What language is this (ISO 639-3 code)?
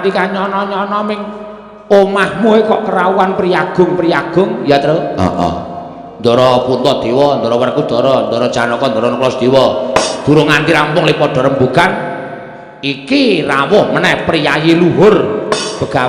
jav